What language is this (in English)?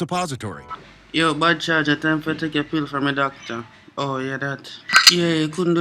Jamaican Creole English